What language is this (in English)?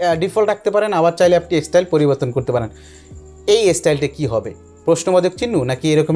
Bangla